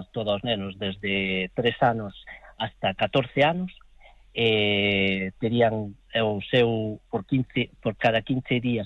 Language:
Galician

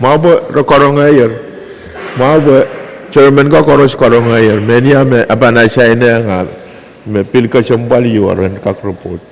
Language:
Pohnpeian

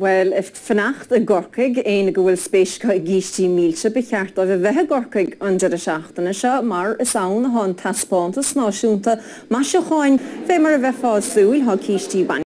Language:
Irish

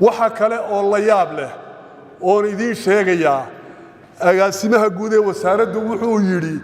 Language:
Somali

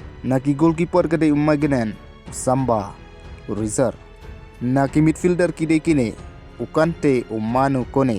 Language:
Khasi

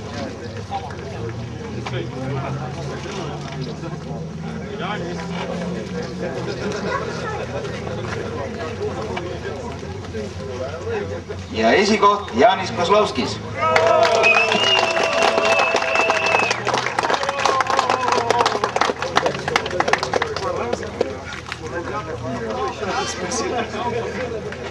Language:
Estonian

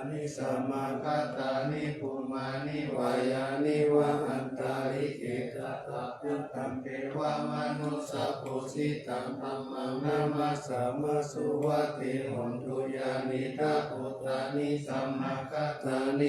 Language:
Pali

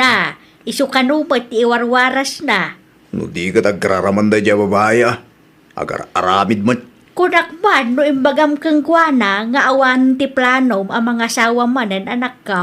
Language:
Iloko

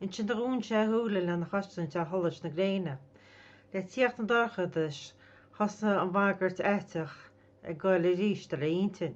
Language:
Irish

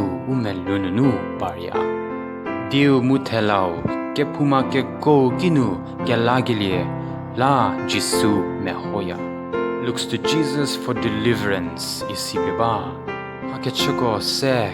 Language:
Angami Naga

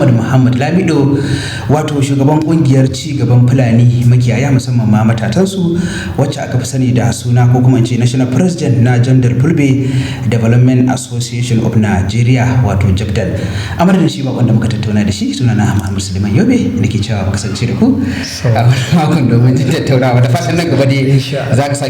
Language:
Hausa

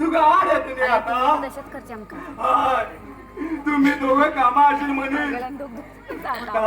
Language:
Konkani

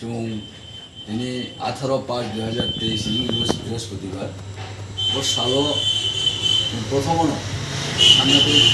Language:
Riang (India)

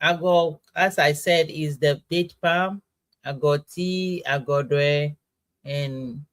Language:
Ewe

